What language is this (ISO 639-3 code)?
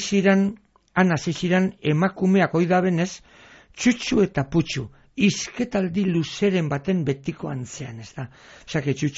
eus